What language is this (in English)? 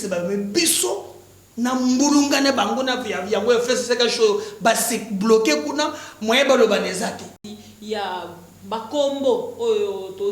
Lingala